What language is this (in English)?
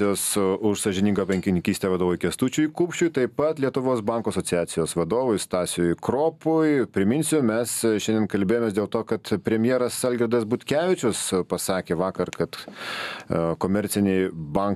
Lithuanian